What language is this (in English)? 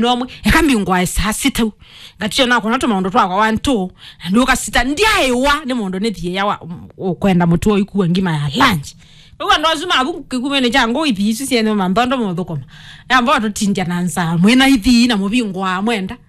Kamba